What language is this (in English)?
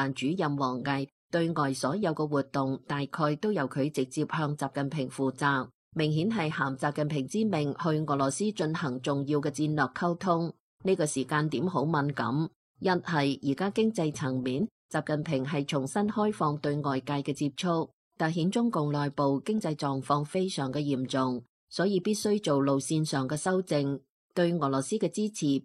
Cantonese